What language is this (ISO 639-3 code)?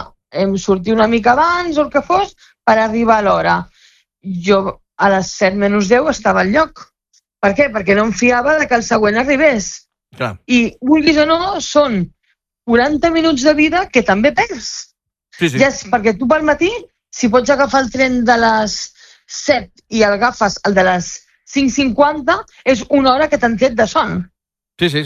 cat